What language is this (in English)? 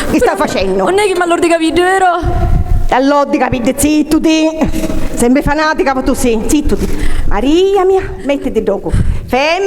Sicilian